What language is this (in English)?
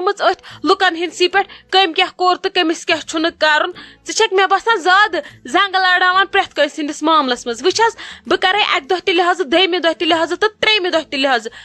Kashmiri